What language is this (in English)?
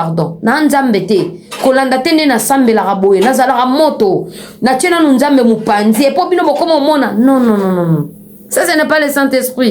Lingala